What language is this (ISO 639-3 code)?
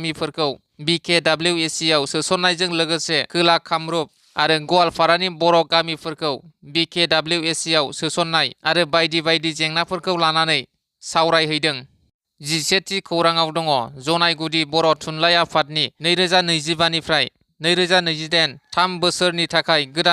brx